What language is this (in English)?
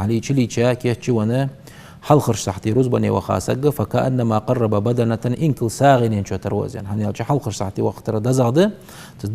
Ingush